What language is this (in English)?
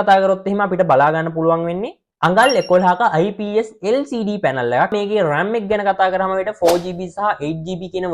Sinhala